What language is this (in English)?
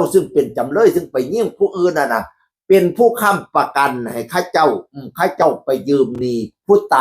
Northeastern Thai